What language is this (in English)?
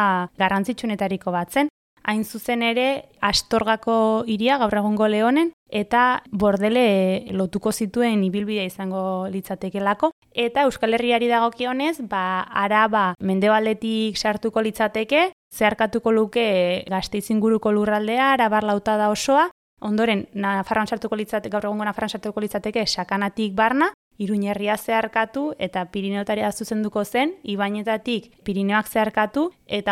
Basque